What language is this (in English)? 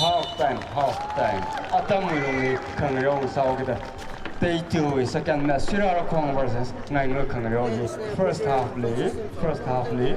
Tangkhul Naga (India)